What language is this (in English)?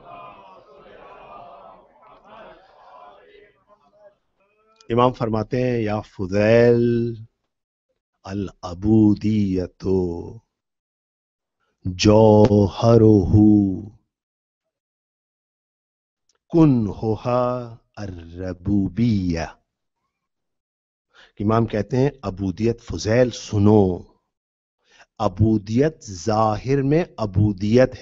Urdu